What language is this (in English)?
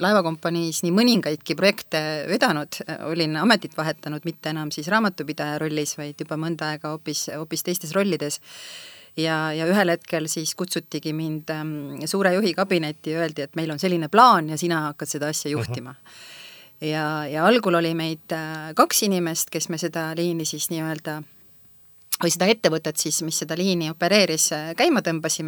Estonian